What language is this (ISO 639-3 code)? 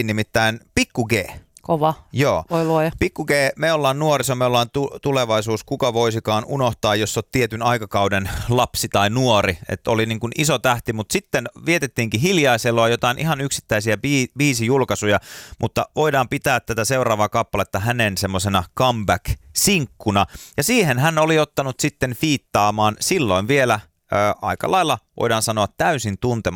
fin